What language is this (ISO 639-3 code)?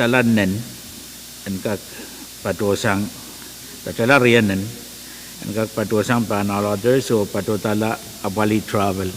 pon